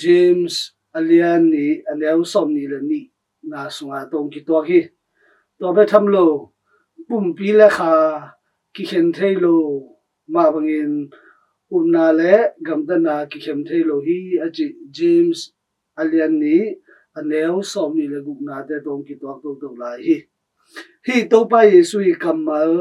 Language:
Tedim Chin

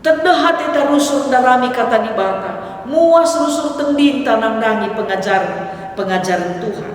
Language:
Batak Karo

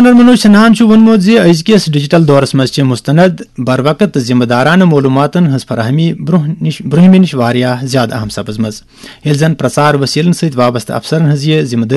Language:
Kashmiri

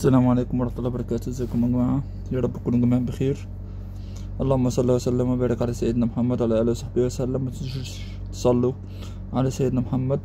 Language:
Egyptian Arabic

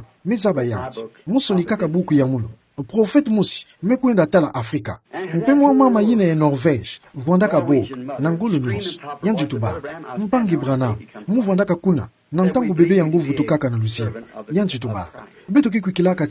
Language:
Kituba (Democratic Republic of Congo)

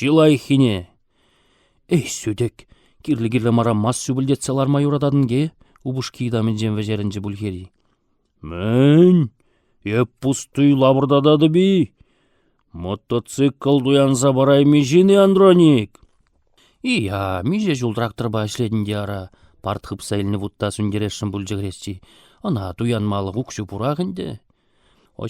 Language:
Chuvash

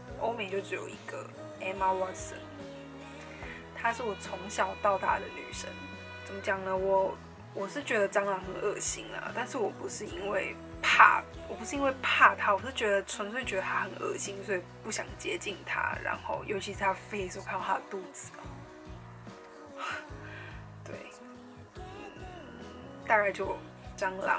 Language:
Chinese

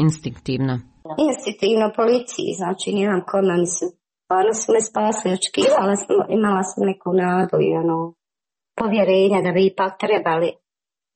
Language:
Croatian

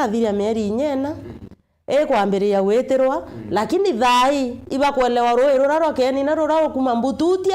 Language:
Meru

